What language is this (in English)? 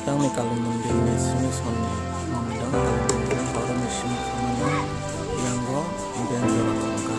Kok Borok